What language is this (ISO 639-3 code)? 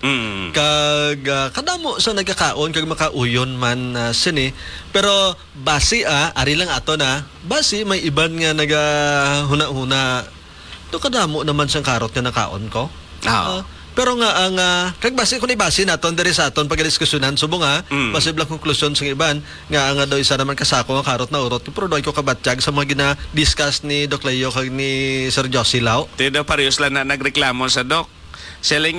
hil